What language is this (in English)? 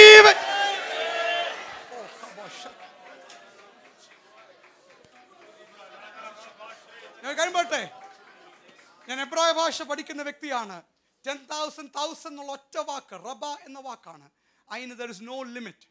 Malayalam